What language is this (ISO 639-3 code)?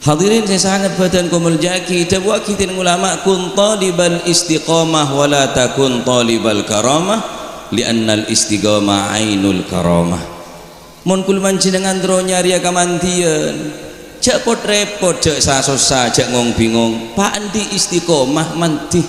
mad